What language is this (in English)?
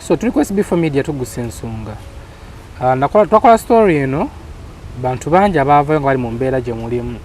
Ganda